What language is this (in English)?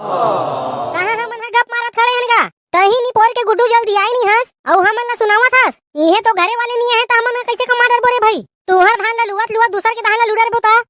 Chhattisgarhi